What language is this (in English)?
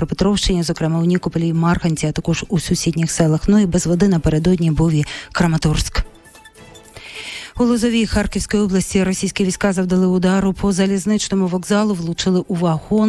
Ukrainian